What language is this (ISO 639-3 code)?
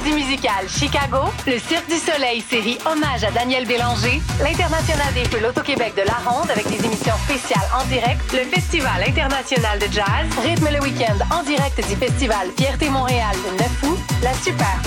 fra